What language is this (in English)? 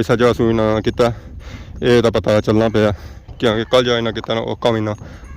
Pahari-Potwari